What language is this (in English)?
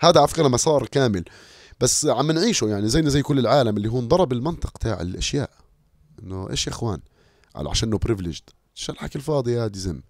North Levantine Arabic